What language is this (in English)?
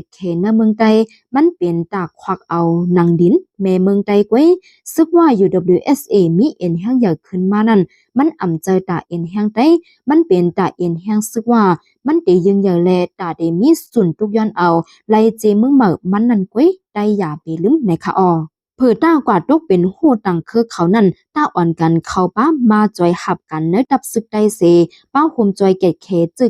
Shan